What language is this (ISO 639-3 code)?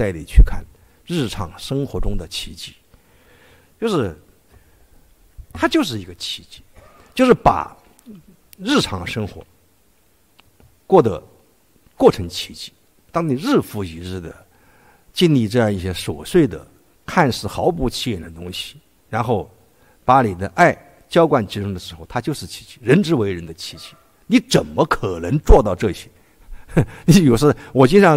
zho